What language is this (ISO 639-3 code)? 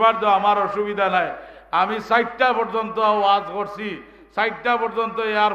syl